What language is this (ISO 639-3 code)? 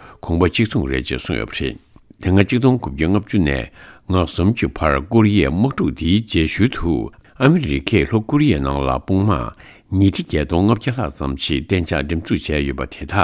bod